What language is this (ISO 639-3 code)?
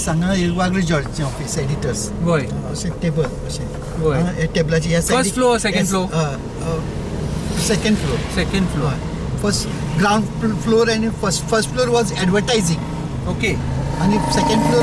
kok